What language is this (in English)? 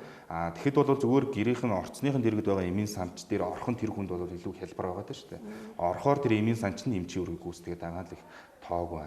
Mongolian